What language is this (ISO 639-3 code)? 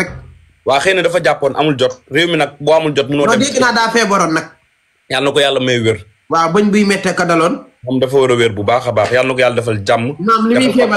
wol